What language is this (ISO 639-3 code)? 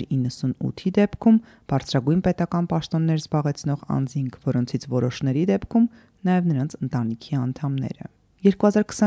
hye